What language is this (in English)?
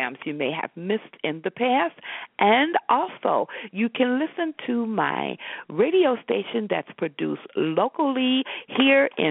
English